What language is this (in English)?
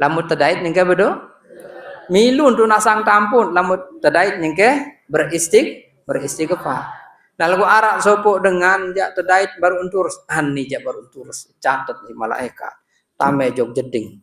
Sasak